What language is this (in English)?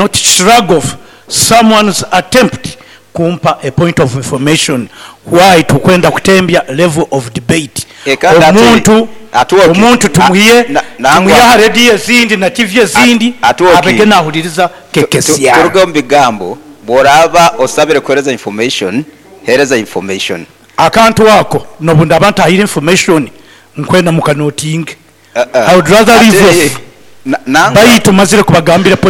Nyoro